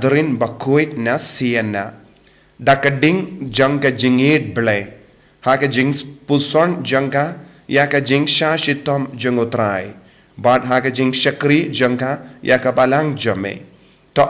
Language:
Khasi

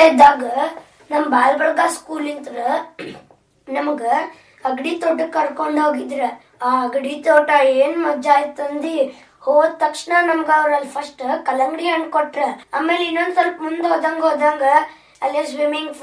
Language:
Kannada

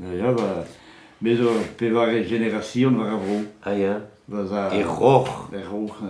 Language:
Breton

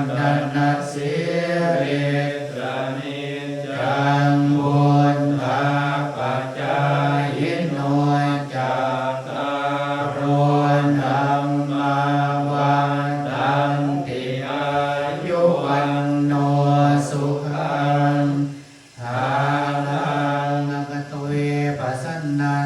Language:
Pali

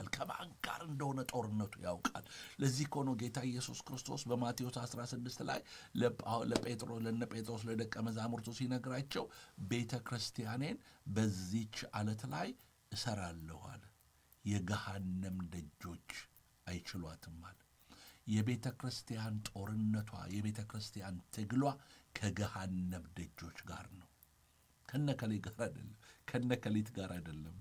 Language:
Amharic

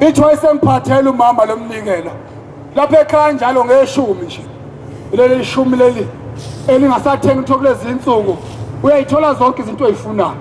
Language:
Zulu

